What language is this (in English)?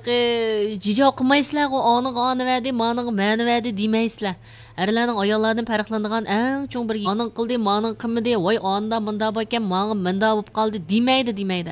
Uyghur